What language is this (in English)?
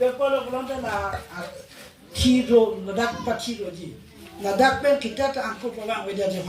Karbi